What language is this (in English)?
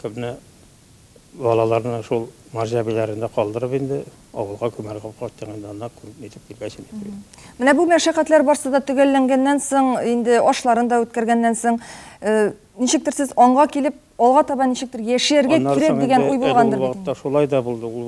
Tatar